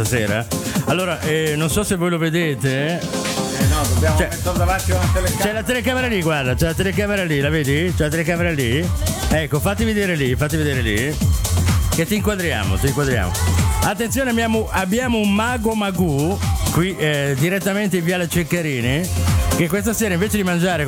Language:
Italian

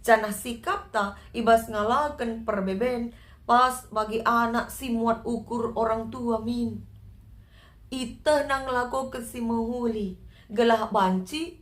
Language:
Batak Karo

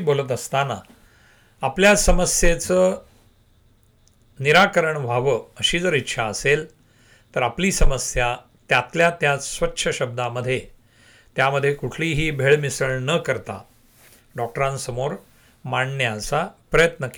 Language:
Marathi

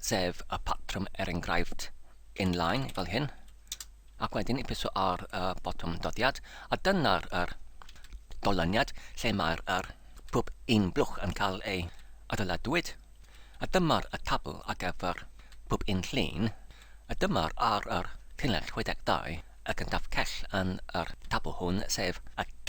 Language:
Welsh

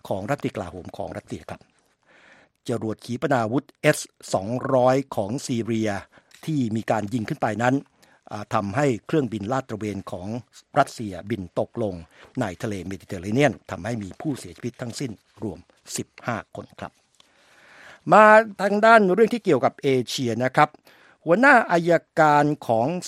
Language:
Thai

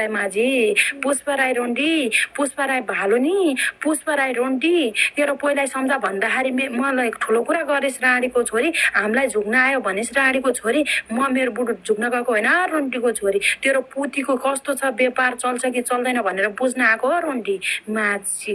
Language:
Nepali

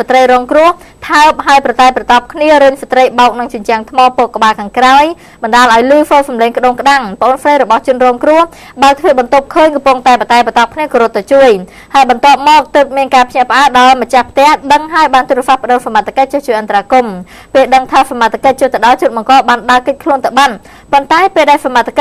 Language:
Khmer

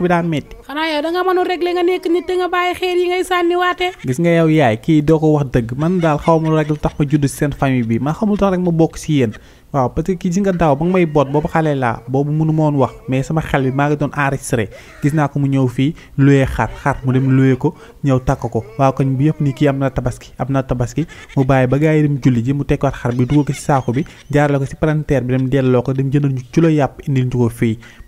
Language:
Wolof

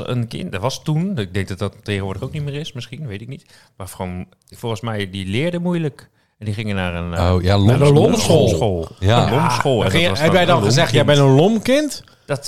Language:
Dutch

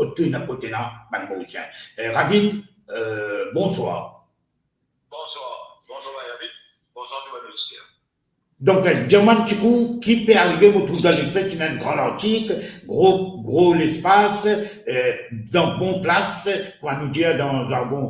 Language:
Morisyen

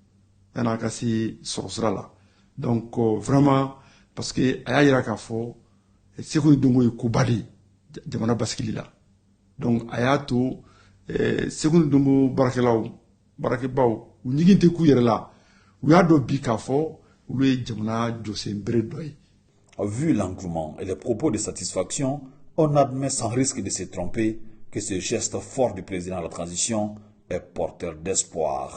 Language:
Bambara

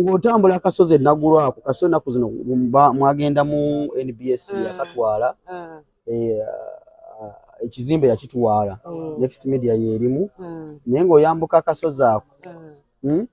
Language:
Ganda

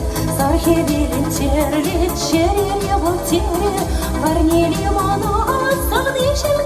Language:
Chuvash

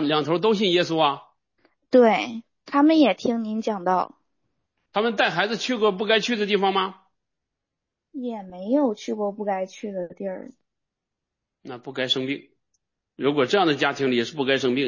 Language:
Chinese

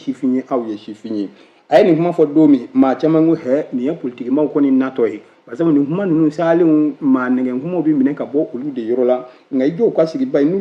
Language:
Bambara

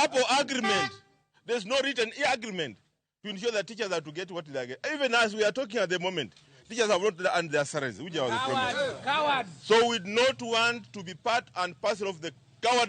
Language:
Luo (Kenya and Tanzania)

